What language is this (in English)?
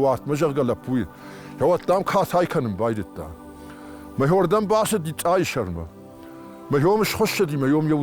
Ossetic